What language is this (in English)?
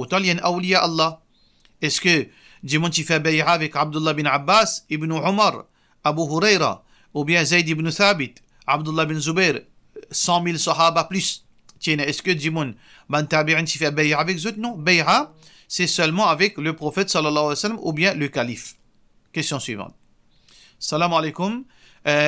Morisyen